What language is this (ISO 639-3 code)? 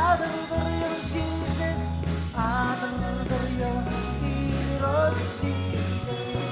mah